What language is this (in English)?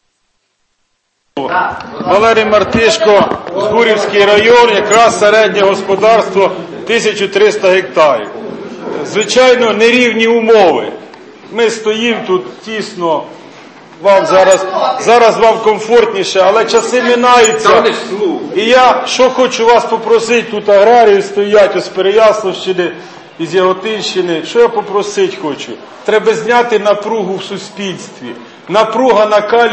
Ukrainian